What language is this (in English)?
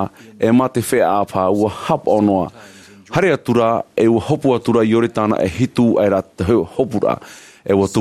Tahitian